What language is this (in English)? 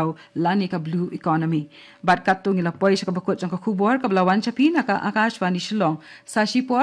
Khasi